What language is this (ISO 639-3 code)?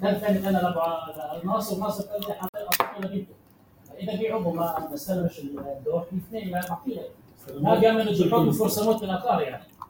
apc